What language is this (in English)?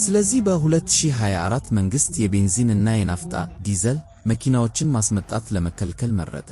Amharic